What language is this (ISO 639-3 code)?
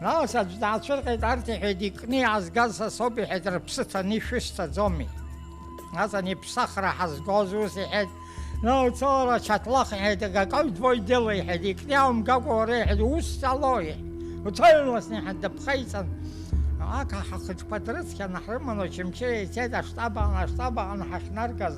abk